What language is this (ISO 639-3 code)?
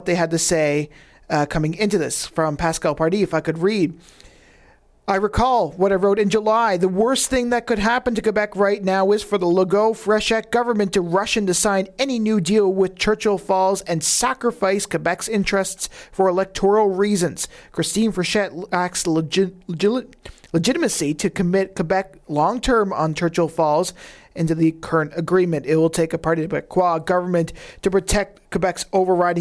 eng